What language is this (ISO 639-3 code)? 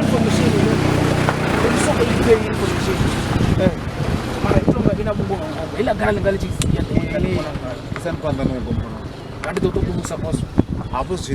ven